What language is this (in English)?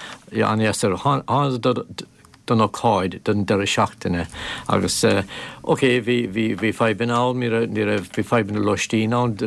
Irish